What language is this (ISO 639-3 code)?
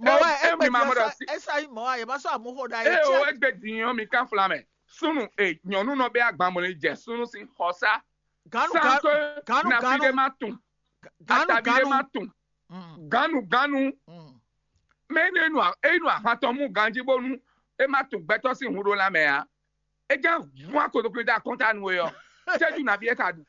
fon